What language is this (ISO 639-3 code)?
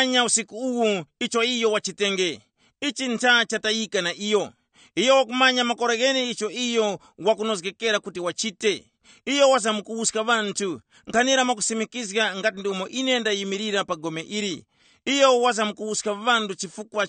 tum